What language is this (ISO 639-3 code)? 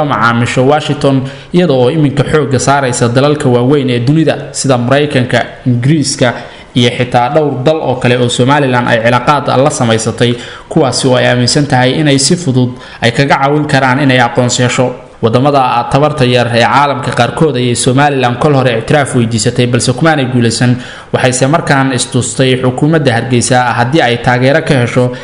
som